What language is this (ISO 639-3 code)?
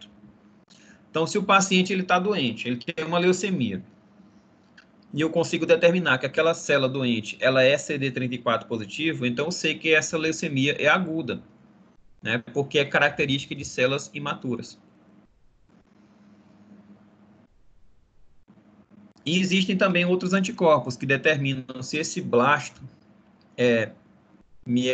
por